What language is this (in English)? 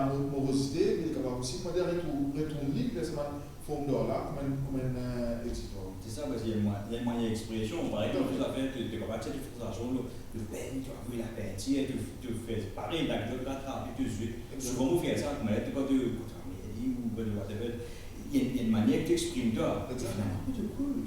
Morisyen